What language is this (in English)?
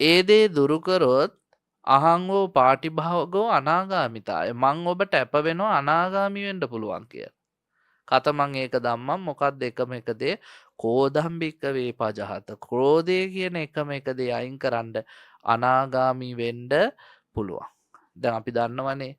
Sinhala